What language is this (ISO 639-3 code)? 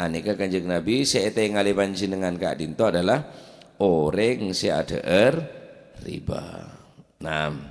mad